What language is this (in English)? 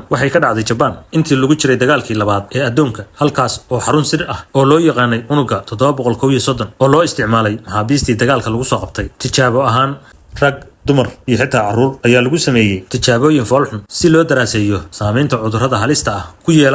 Somali